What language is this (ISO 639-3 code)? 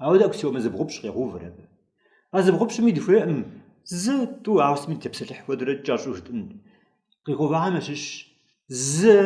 kbd